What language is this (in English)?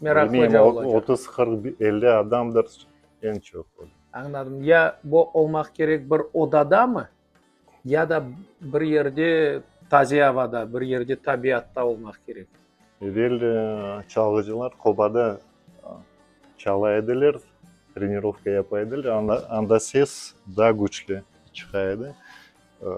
Crimean Tatar